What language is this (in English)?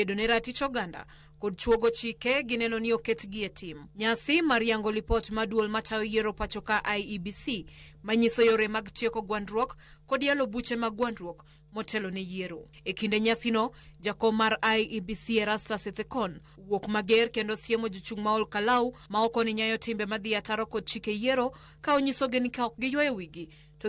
Luo (Kenya and Tanzania)